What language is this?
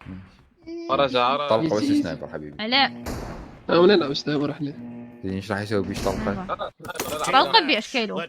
Mesopotamian Arabic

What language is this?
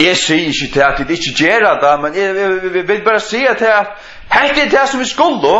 Faroese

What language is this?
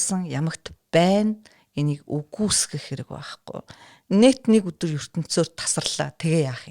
Mongolian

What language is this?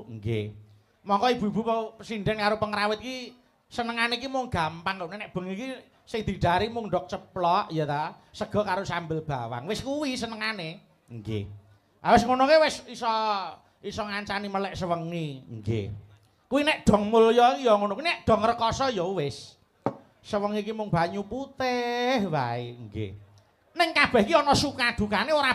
Javanese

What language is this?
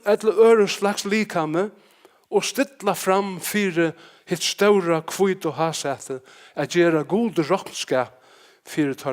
Faroese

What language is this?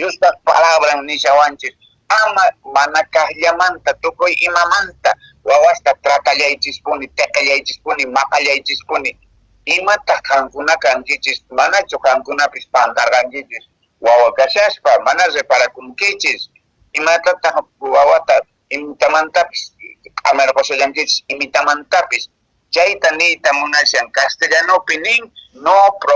Quechua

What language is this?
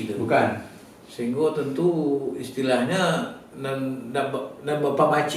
Minangkabau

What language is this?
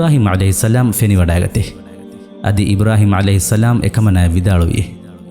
Divehi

